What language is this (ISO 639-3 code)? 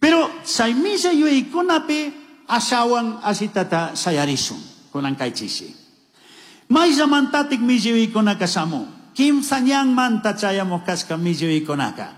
qug